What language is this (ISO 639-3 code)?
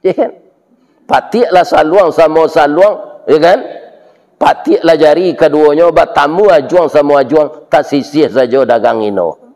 min